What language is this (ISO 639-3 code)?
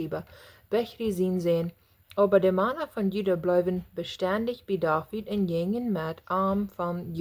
pdt